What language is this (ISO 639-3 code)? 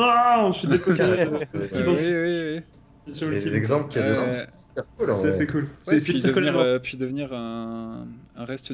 fra